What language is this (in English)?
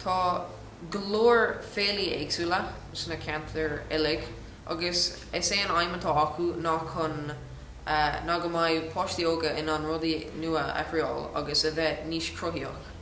Irish